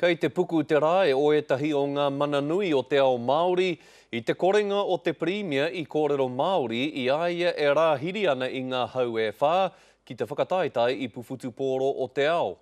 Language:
Māori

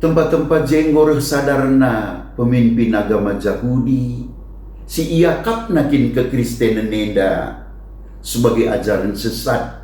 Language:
Batak Karo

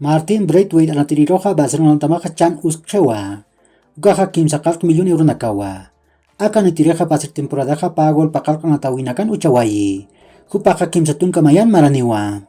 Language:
Aymara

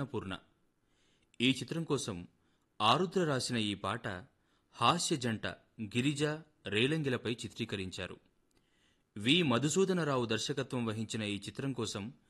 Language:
Telugu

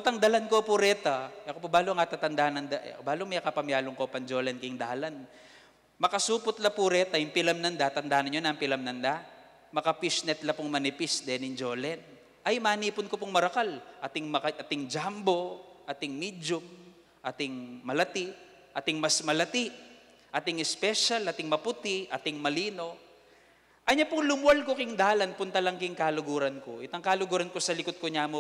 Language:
Pampanga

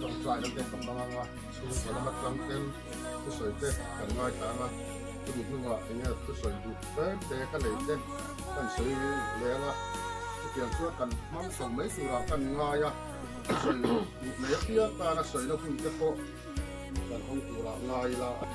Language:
Mizo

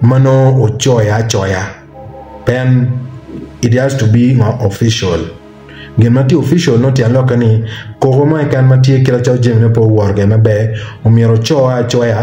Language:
Acoli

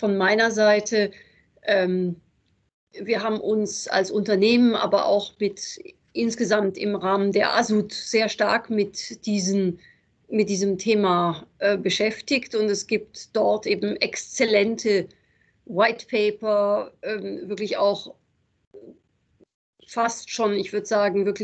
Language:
German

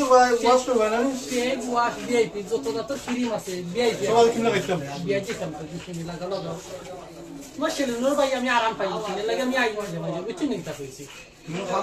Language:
Sylheti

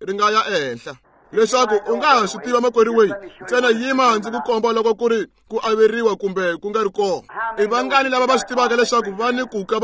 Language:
Tsonga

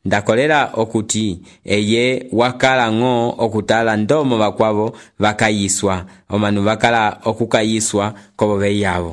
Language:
Umbundu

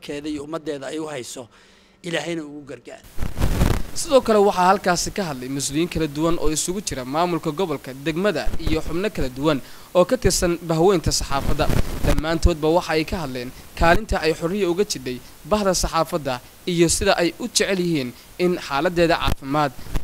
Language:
Somali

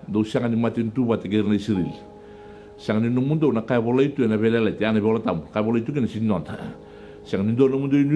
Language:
Fijian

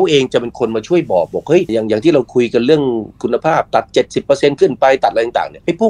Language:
Thai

